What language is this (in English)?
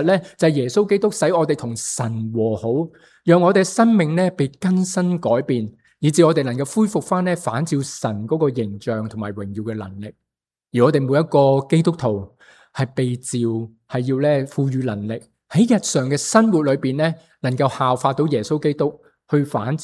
Cantonese